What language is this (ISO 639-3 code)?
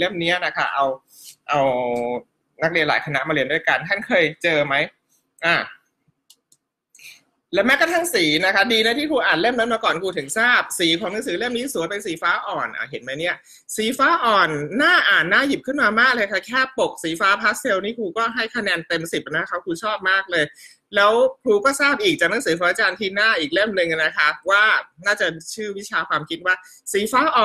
tha